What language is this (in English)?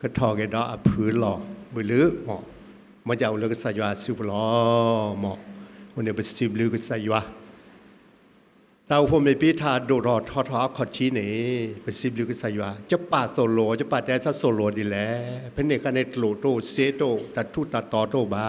S'gaw Karen